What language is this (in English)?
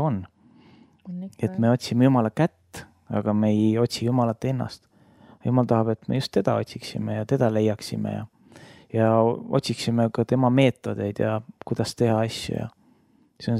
Estonian